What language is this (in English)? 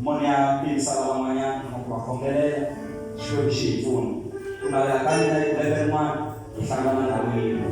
Tsonga